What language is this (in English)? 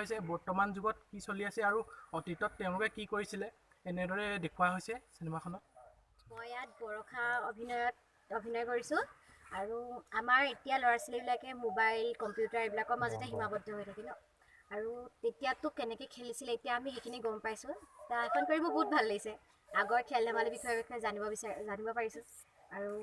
Assamese